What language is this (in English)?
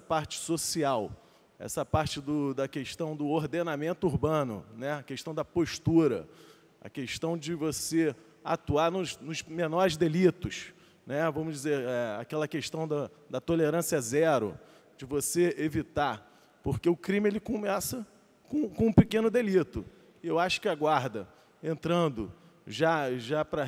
Portuguese